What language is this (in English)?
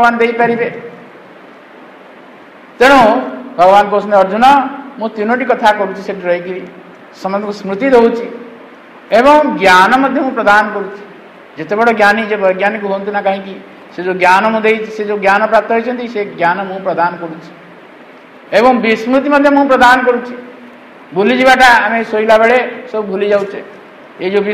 Odia